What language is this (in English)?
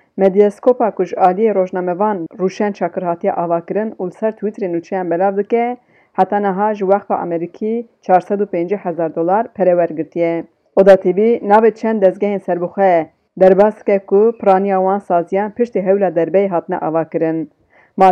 Kurdish